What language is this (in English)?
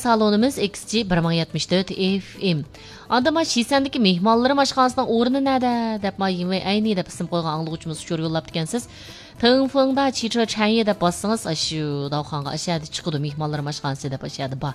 Uyghur